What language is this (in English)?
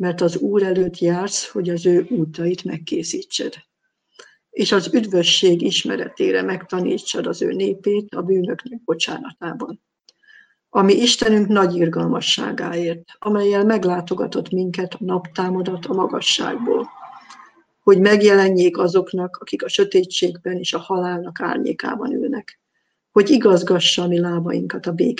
Hungarian